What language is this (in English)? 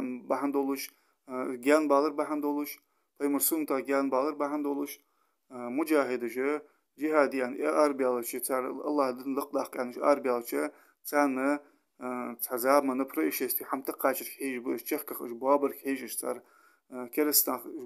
Ingush